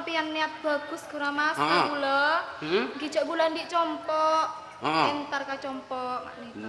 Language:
Madurese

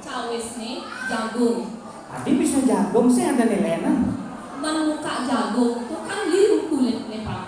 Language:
Balinese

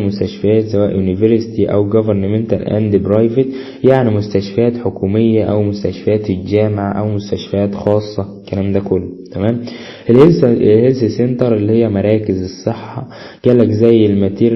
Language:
Egyptian Arabic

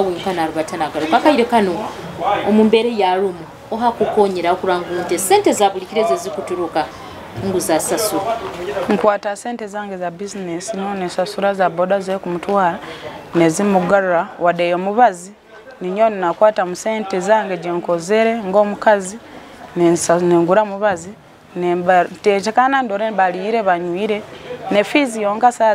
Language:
Nyoro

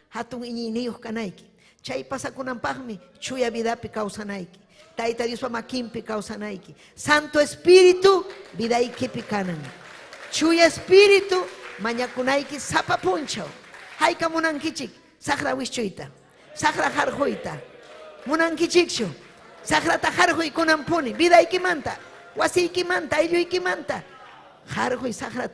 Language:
Ayacucho Quechua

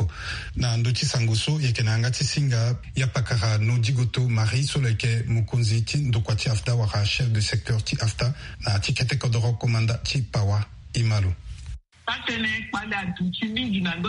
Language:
Sango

